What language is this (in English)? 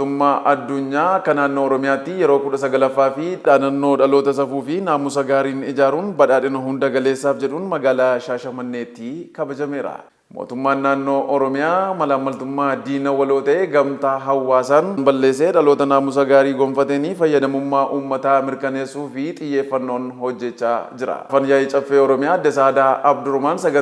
Oromo